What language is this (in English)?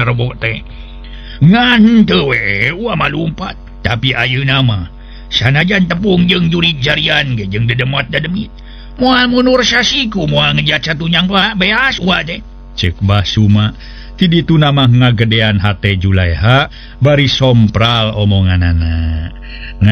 Sundanese